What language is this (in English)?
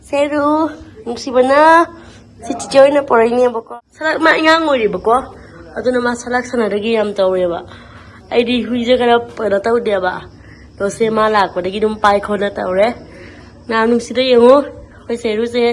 Manipuri